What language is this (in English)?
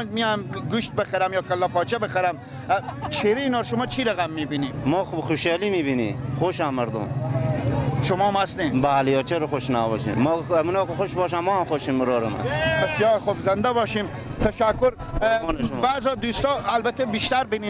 Persian